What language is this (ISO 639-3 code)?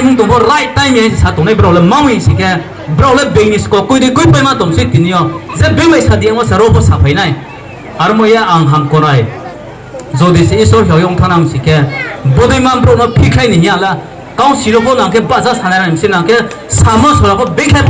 ria